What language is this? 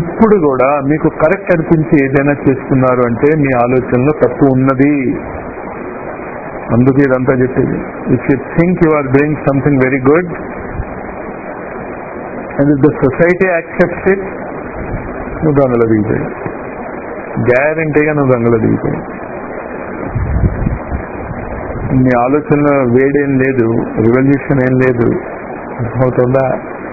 Telugu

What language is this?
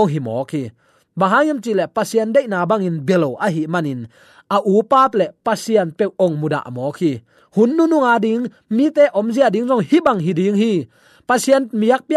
Tedim Chin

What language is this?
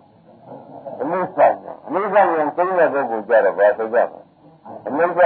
Burmese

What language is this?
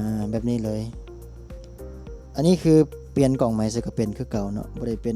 Lao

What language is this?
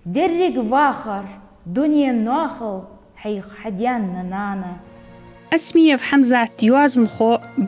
Ingush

